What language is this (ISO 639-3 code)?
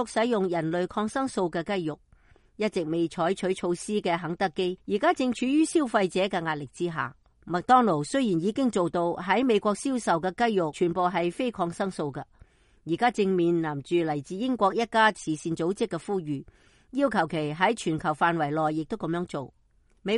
yue